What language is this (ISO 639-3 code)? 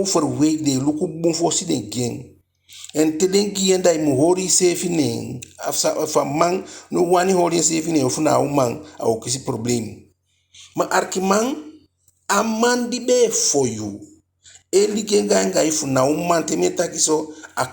djk